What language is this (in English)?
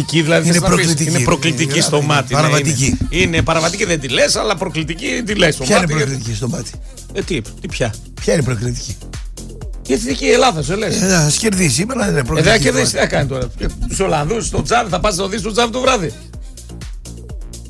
Greek